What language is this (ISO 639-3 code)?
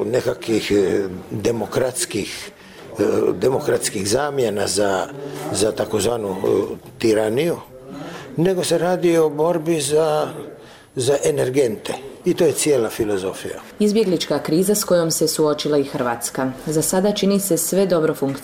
hrv